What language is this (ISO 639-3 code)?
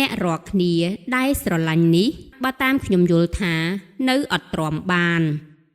khm